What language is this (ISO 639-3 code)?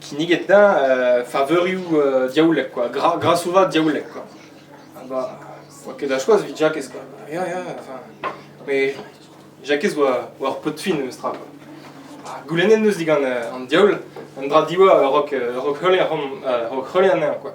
bre